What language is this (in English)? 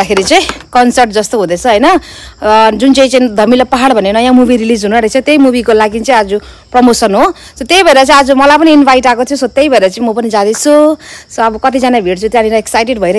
Nepali